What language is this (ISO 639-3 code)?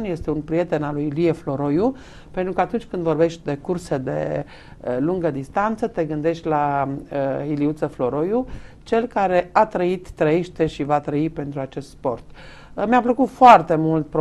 ron